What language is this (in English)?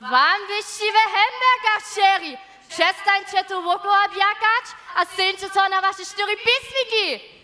Upper Sorbian